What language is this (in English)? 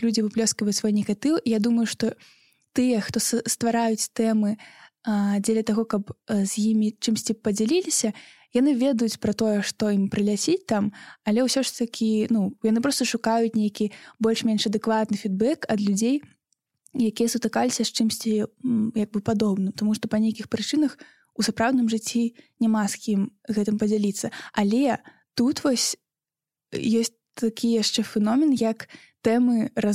Belarusian